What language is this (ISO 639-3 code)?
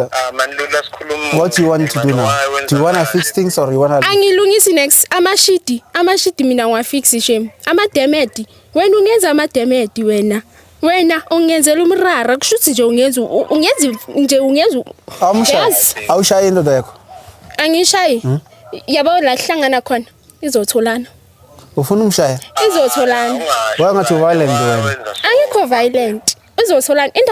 zul